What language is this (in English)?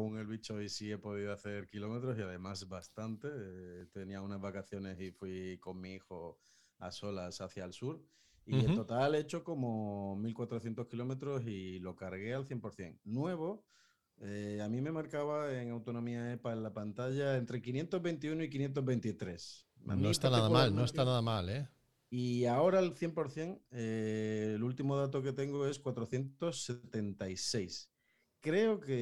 Spanish